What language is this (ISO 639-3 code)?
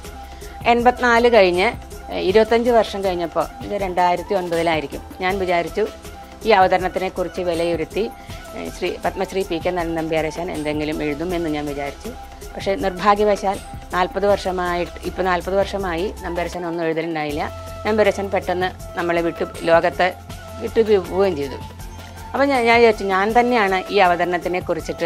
mal